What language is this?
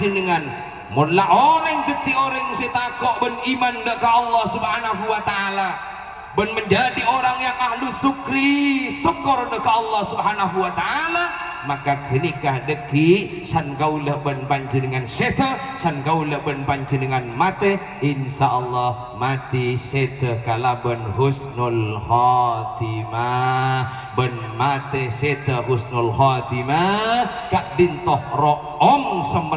Madurese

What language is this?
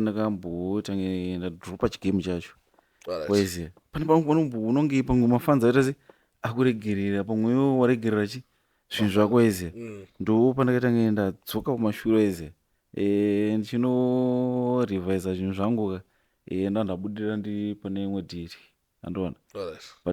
Shona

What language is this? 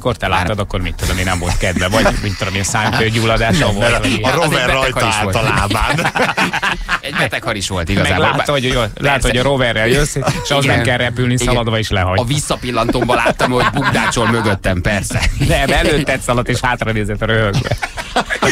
Hungarian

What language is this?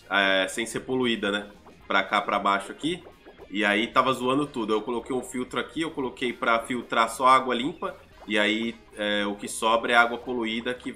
Portuguese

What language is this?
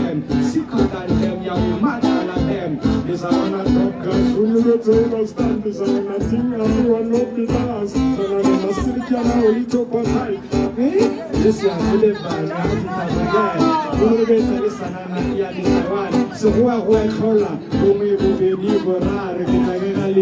Tswana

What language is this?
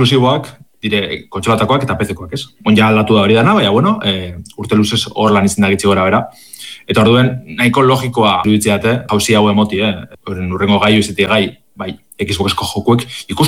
Basque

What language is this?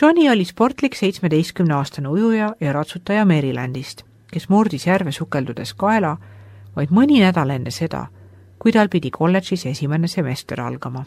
Estonian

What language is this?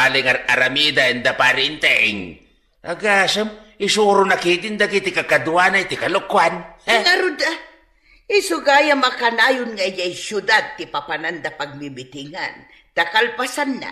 Iloko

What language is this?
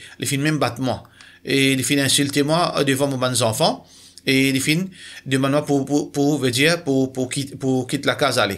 Morisyen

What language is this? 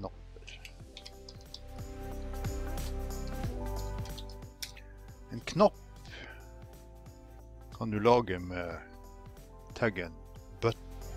Norwegian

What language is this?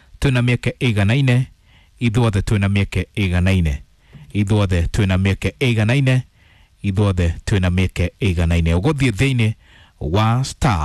Kikuyu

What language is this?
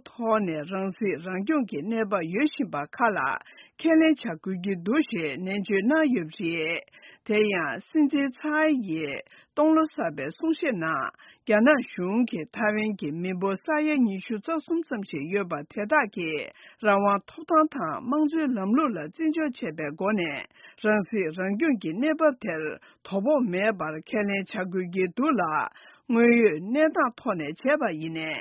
Tibetan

